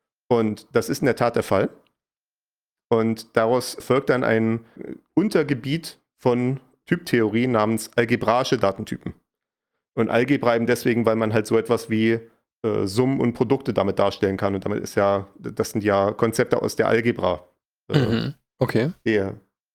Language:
German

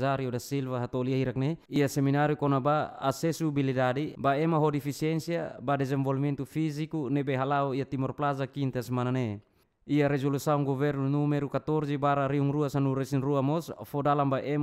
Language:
Tetum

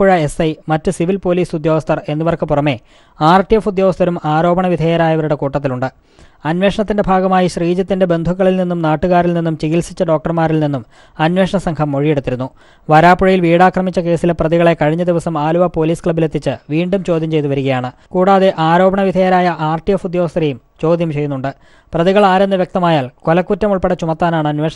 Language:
Malayalam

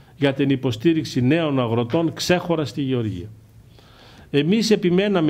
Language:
Greek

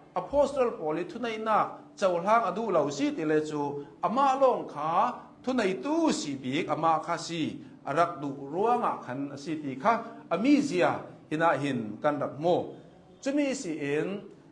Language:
Hakha Chin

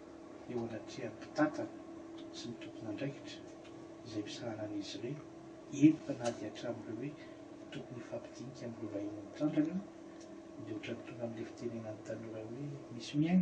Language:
Malagasy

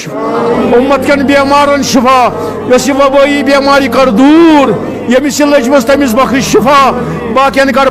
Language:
Kashmiri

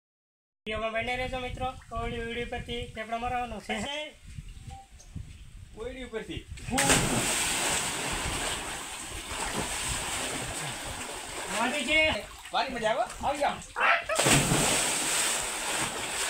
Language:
Gujarati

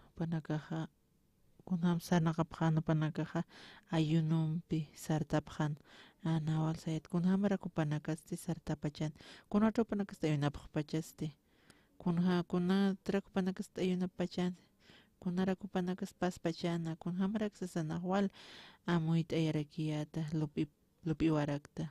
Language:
Aymara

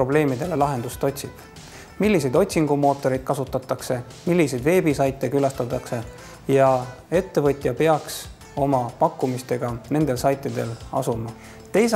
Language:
Estonian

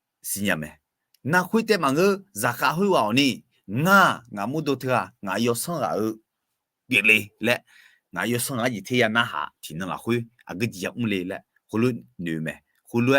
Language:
Akha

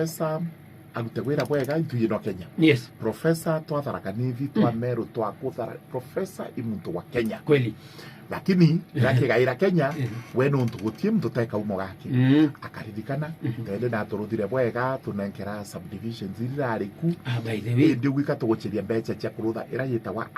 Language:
Meru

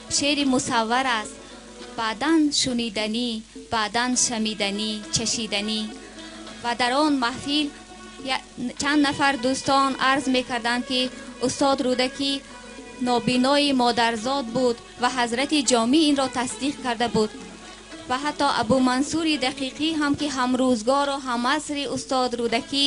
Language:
Tajik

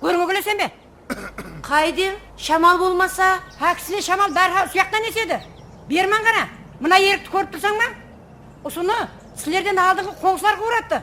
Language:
Kara-Kalpak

